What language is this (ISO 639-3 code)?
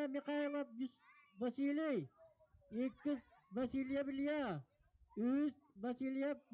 sah